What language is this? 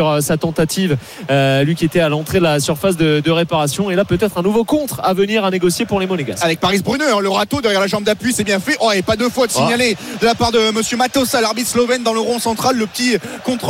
French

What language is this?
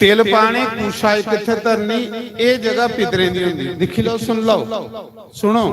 Dogri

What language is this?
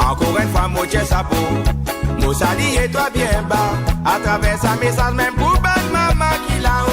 Morisyen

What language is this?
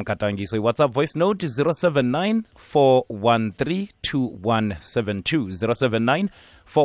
South Ndebele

